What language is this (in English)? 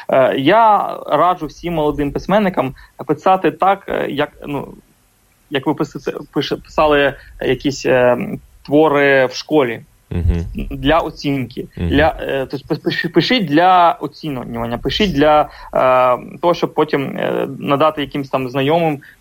Ukrainian